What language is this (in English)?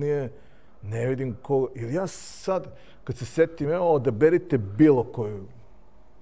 Serbian